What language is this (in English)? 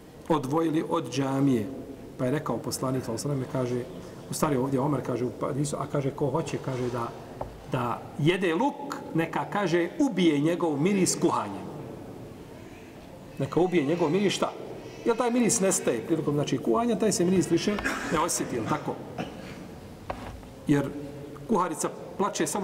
Bosnian